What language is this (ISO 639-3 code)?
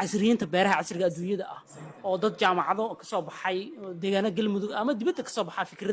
som